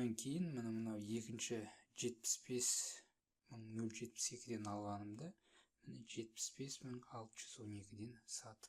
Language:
Kazakh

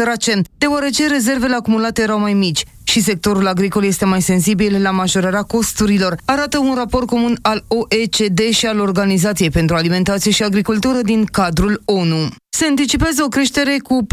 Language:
Romanian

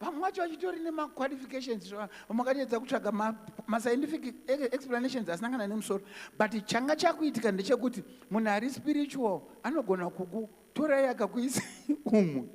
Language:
Shona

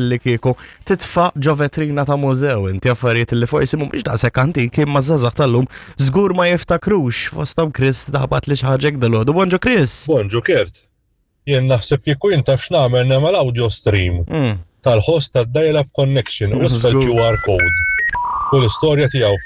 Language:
Maltese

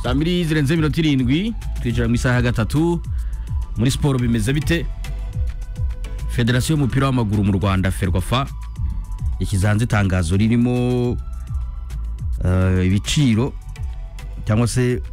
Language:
Kinyarwanda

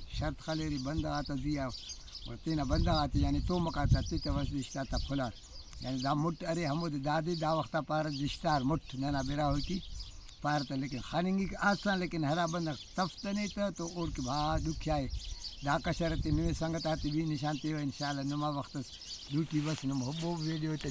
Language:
Brahui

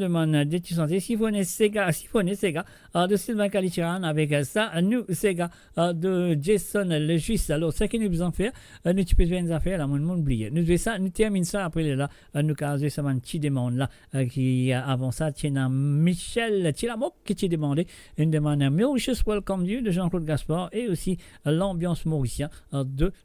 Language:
Morisyen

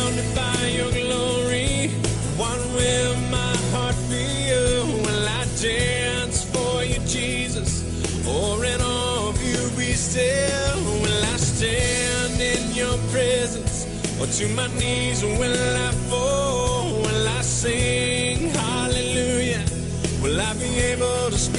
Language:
Plautdietsch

